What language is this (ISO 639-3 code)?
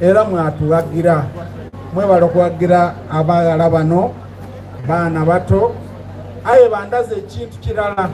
xog